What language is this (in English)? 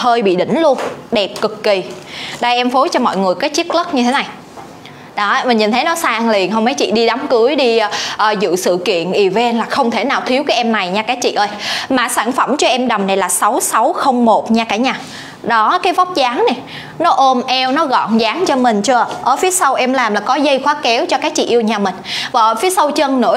Vietnamese